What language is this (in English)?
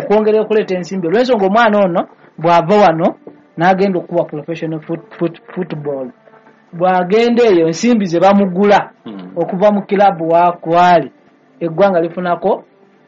Ganda